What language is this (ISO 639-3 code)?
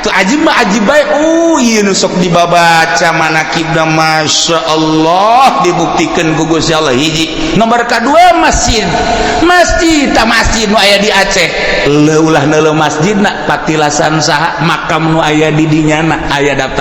sun